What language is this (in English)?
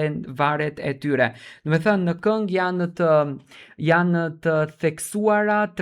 Albanian